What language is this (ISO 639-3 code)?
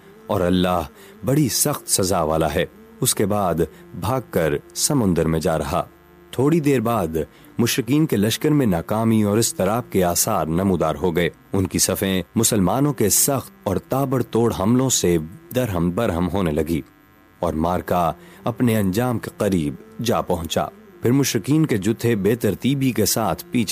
urd